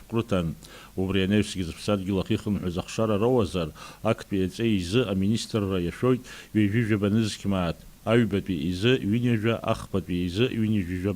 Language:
Abkhazian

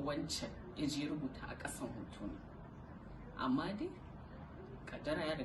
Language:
Hausa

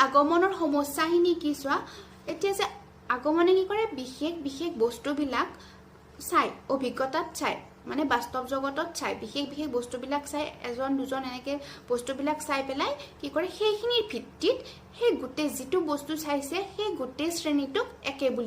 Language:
Assamese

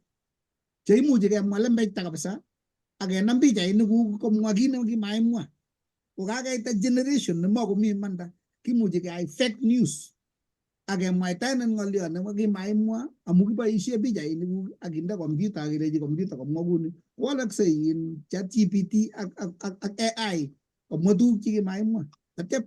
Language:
Kalenjin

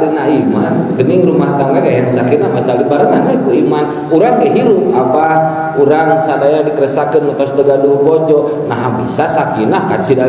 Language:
Sundanese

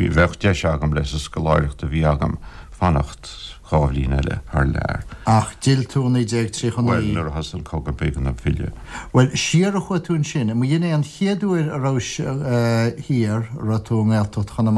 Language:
Irish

